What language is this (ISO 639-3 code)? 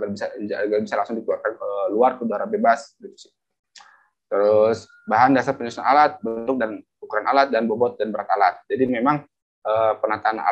ind